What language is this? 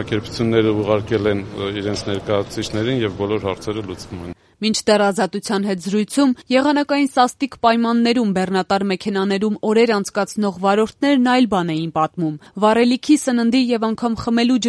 Armenian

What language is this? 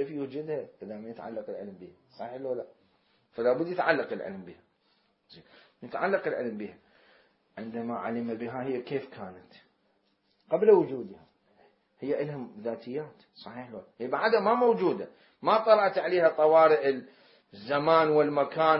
Mesopotamian Arabic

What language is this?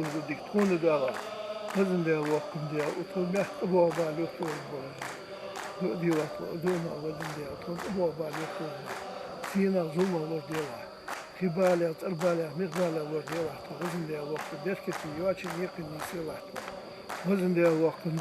Ingush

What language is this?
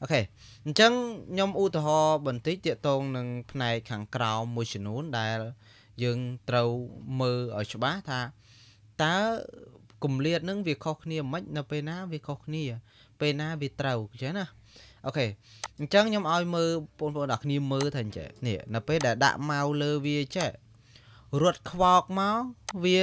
Khmer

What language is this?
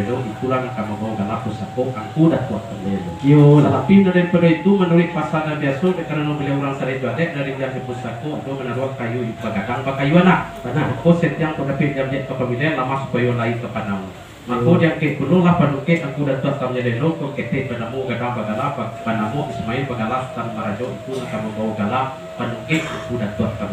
Minangkabau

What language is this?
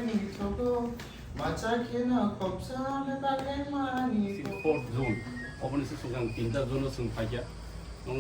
Kok Borok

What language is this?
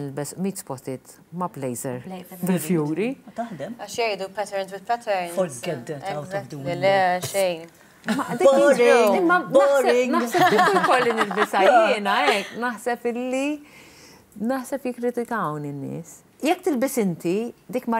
Maltese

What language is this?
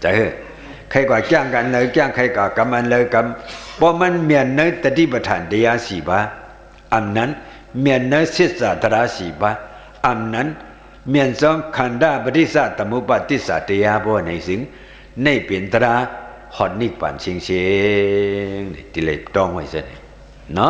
Shan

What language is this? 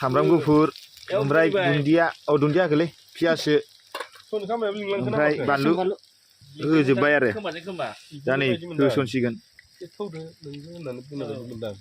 Bodo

